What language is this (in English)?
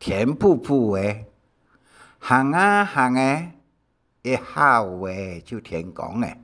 Hakka Chinese